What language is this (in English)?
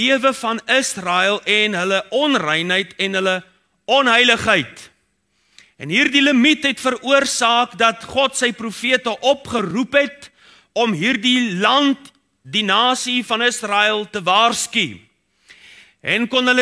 Afrikaans